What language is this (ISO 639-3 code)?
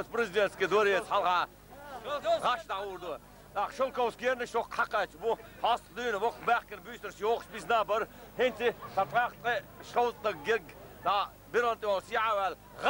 che